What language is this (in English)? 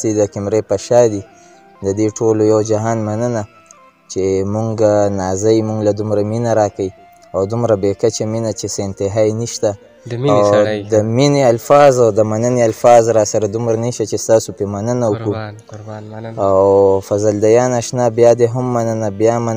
Pashto